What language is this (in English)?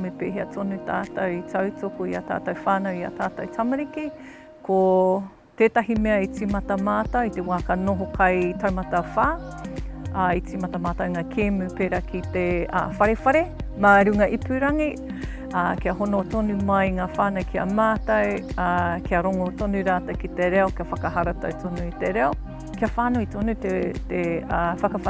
Māori